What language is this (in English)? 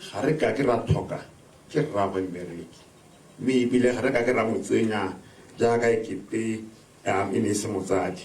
Tswana